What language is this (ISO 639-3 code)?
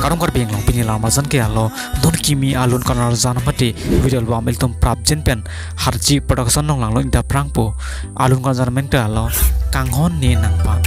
mjw